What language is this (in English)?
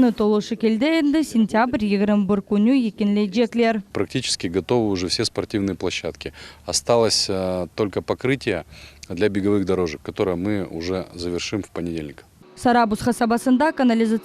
Crimean Tatar